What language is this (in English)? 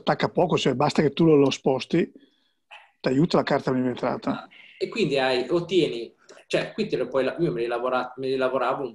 Italian